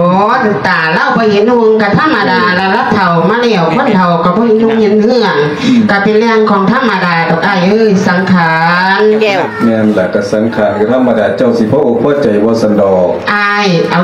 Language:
Lao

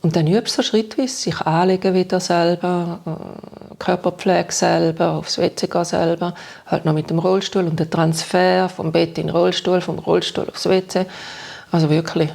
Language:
Swiss German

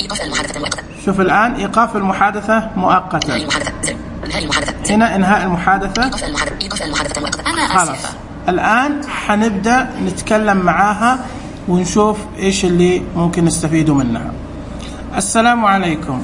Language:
Najdi Arabic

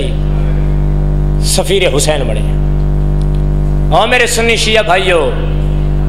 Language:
Urdu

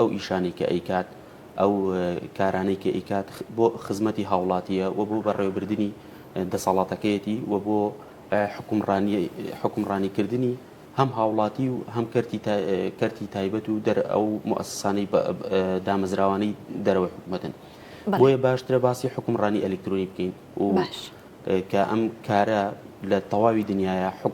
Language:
Central Kurdish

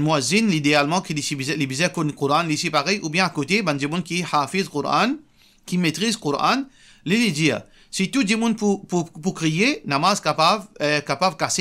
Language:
Morisyen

